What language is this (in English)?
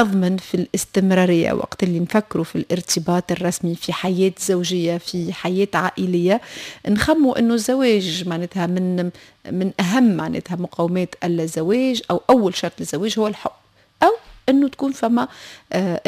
Tunisian Arabic